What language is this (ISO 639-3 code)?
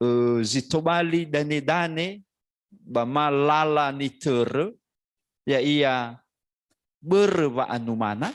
nia